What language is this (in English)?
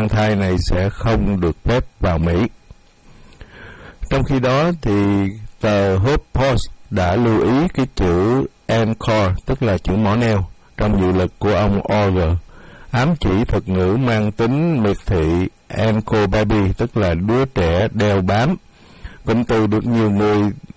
Vietnamese